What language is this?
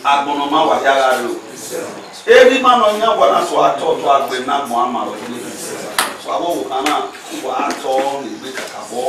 Bini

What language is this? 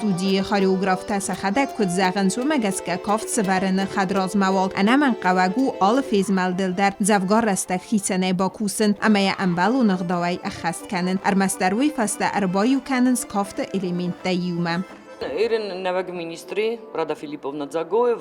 Ossetic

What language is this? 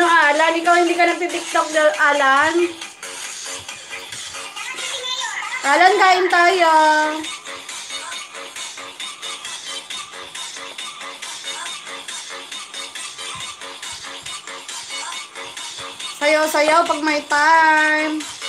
Filipino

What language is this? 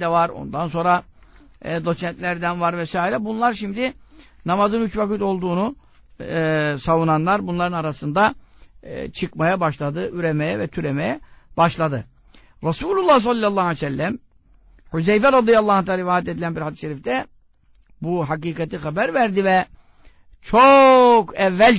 Turkish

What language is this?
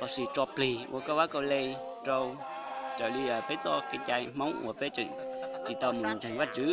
Hmong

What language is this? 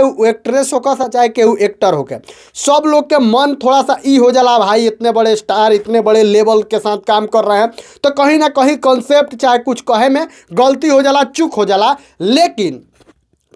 Bhojpuri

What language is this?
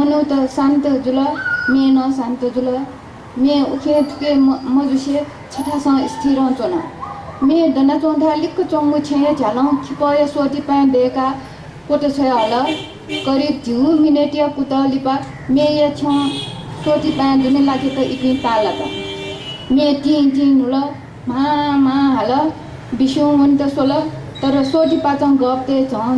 Newari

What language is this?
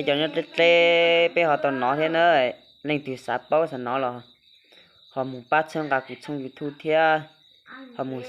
Hmong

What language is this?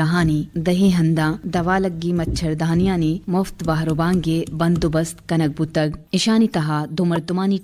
Eastern Balochi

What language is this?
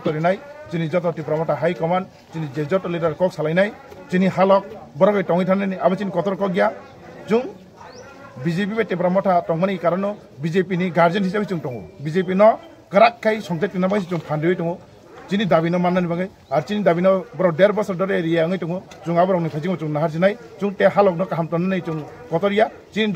Kok Borok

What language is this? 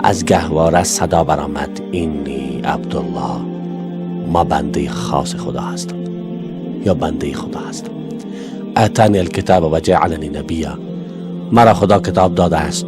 Persian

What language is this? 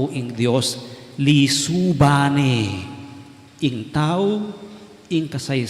Pampanga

